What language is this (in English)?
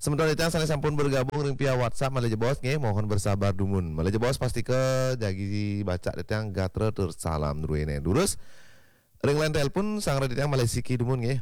Balinese